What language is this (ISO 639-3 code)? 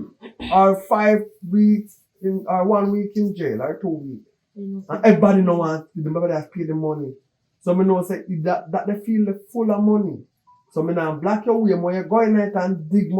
jam